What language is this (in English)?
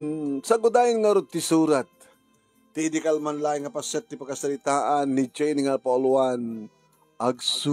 Iloko